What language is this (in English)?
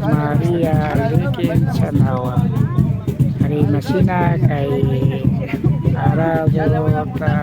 Imbabura Highland Quichua